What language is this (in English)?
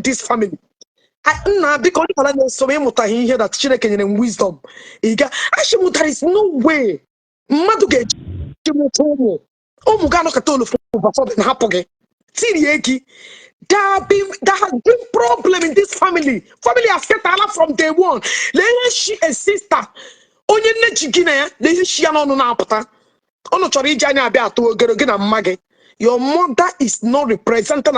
Igbo